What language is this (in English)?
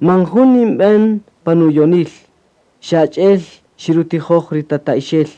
Kaqchikel